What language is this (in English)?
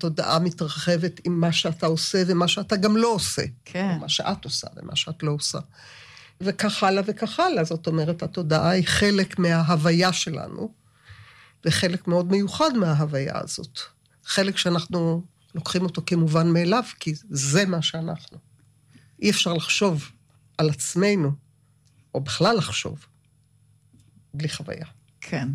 Hebrew